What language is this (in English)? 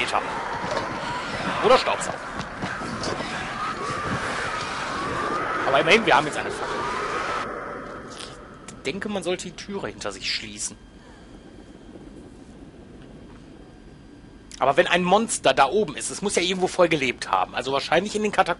German